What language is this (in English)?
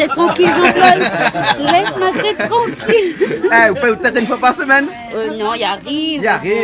Réunion Creole French